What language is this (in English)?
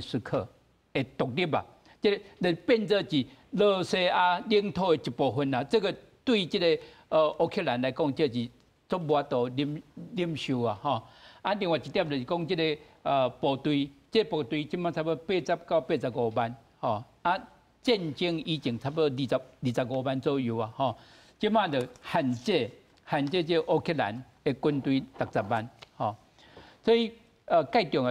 Min Nan Chinese